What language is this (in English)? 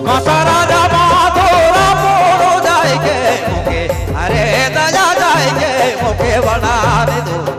Sadri